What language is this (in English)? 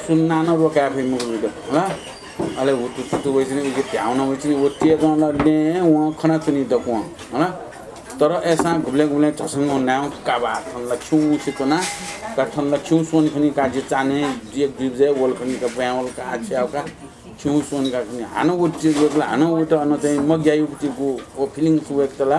Newari